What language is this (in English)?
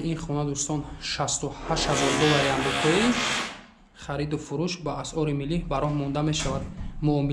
Tajik